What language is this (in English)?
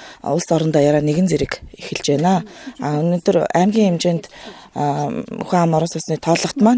Mongolian